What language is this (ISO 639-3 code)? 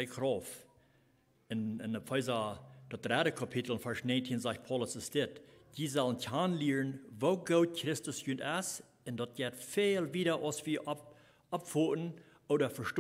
pdt